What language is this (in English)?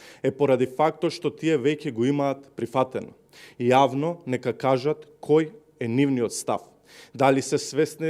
Macedonian